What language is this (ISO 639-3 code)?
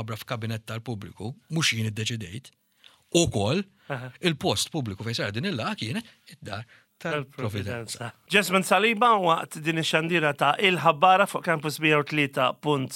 mlt